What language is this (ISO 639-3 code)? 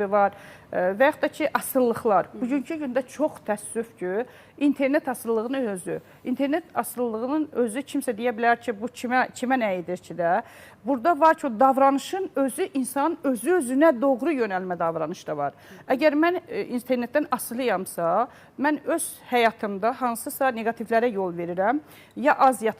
aze